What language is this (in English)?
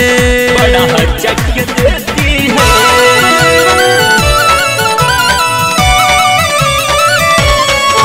Bhojpuri